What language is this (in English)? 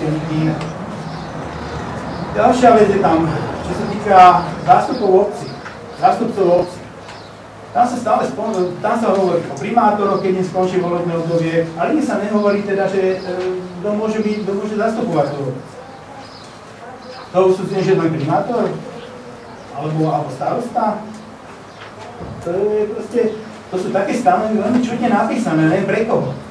Slovak